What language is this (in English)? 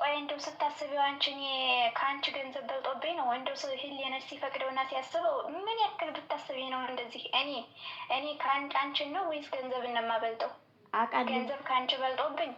Amharic